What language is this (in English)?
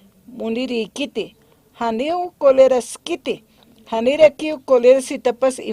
Aymara